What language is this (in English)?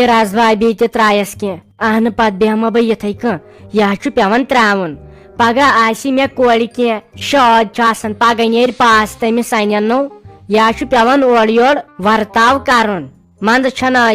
Kashmiri